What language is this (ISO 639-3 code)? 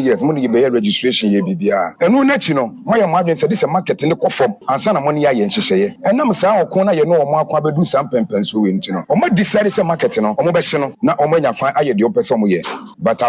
aka